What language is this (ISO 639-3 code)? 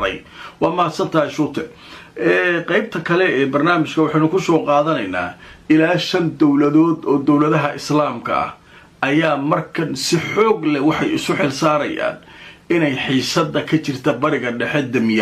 som